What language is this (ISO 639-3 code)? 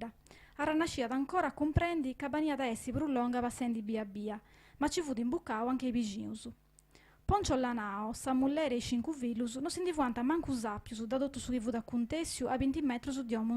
srd